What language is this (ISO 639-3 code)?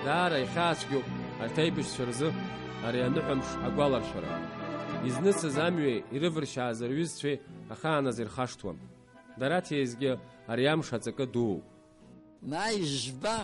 abk